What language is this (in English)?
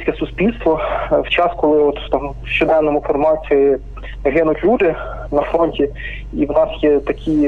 Ukrainian